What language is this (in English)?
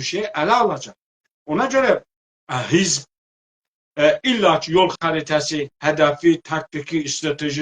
South Azerbaijani